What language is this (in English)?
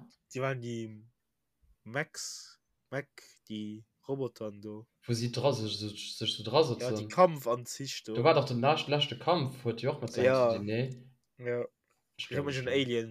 Luxembourgish